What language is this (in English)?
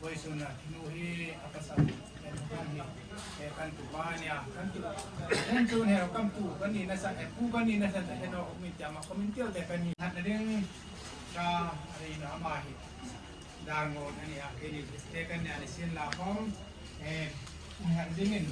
Hmar